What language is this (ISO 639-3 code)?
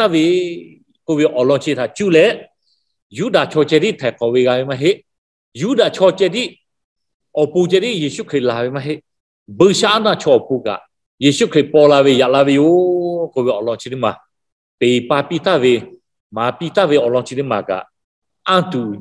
lhu